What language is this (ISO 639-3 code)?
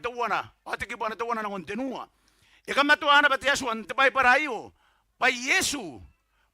gil